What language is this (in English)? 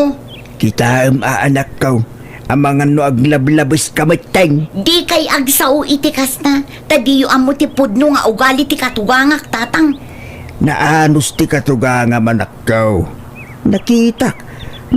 Iloko